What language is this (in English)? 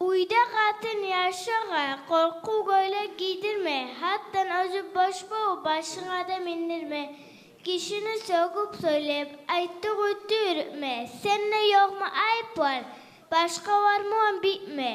Kumyk